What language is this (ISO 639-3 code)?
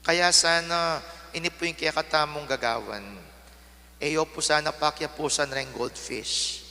pam